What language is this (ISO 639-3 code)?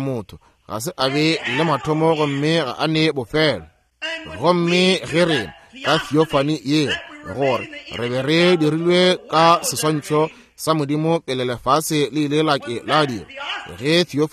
nso